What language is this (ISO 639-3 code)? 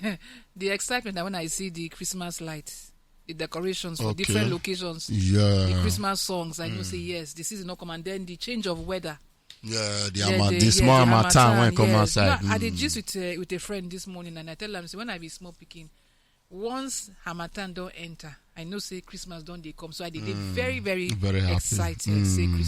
pcm